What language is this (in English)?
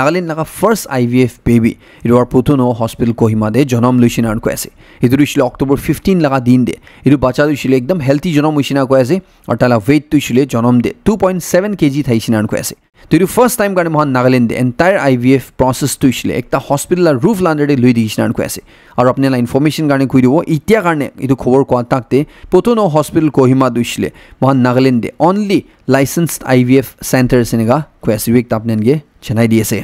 Naga Pidgin